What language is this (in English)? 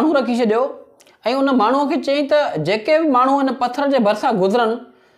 Sindhi